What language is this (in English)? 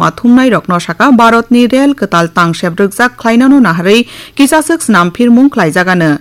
Kok Borok